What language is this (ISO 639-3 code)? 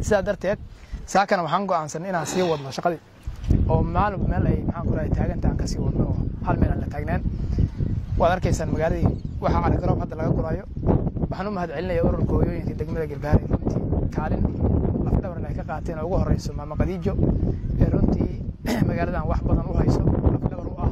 som